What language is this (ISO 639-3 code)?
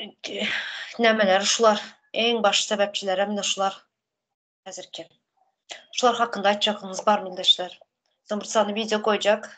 tuk